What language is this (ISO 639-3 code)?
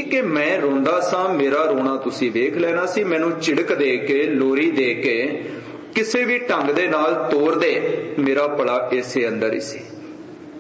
pan